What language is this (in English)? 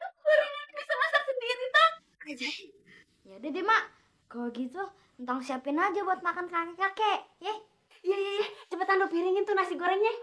Betawi